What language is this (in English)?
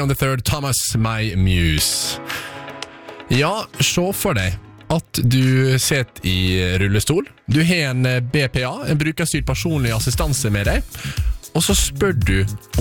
Norwegian